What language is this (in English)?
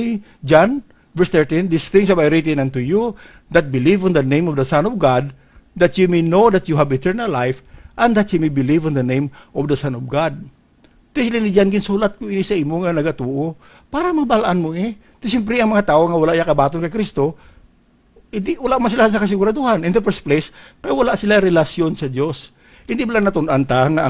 Hiligaynon